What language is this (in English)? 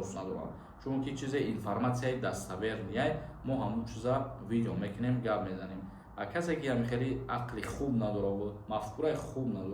Tajik